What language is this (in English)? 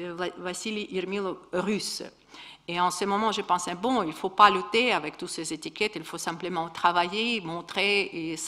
French